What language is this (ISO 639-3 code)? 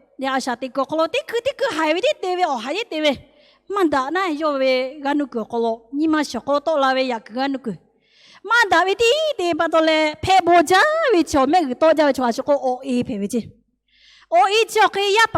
lhu